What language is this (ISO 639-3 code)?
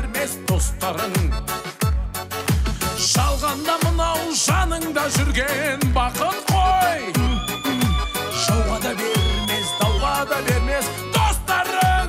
kaz